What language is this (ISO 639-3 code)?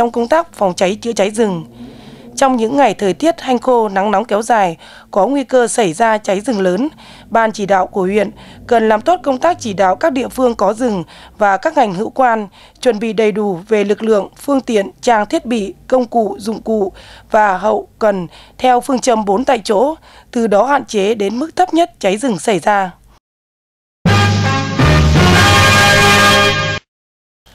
vie